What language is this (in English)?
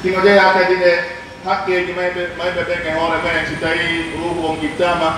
Pular